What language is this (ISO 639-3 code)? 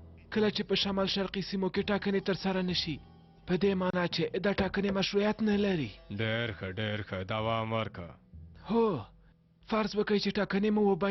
pus